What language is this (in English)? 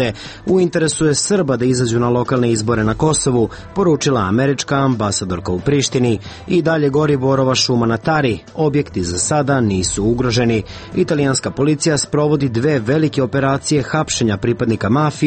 Serbian